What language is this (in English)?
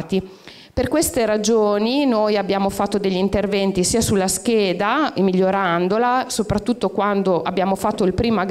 Italian